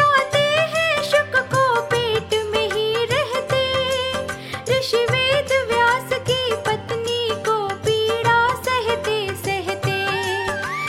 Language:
Hindi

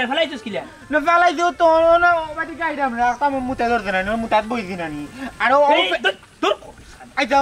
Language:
Sylheti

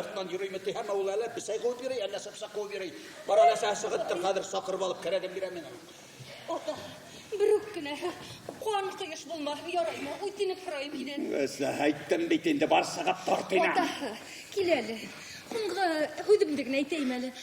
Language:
Bashkir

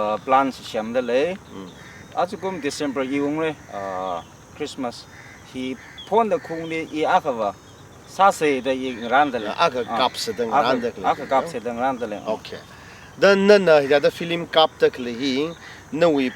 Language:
Tangkhul Naga (India)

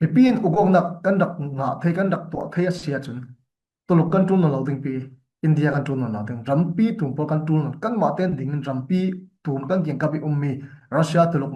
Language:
Falam Chin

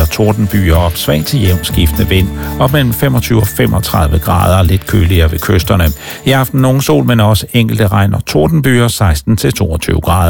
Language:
Danish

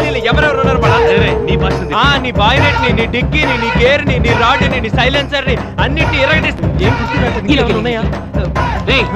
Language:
Telugu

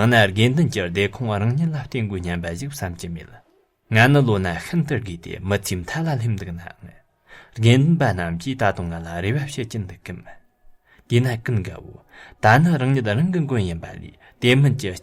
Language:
Tibetan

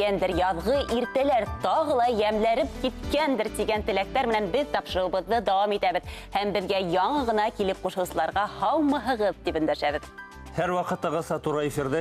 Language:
Bashkir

